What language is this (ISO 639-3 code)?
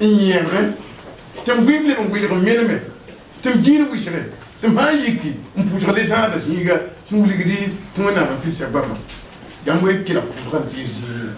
mos